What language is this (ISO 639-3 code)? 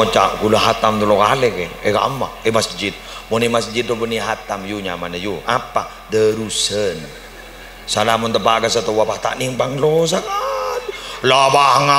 mad